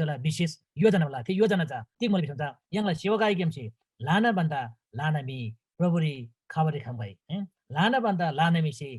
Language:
Eastern Tamang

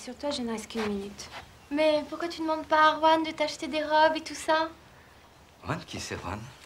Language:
French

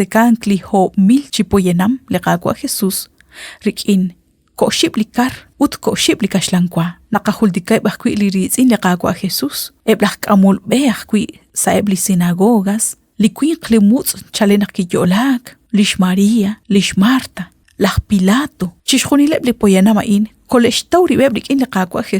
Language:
Kekchí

